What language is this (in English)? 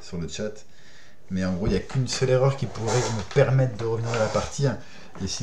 French